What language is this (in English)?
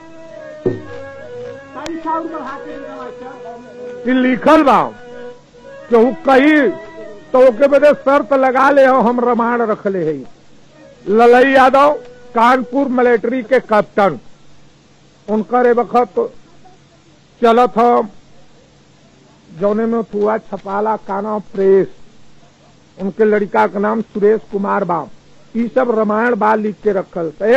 Bhojpuri